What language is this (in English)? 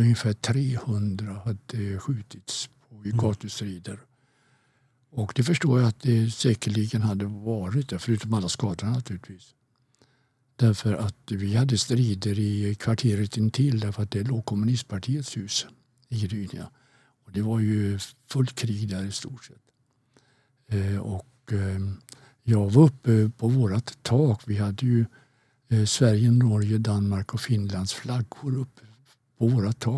Swedish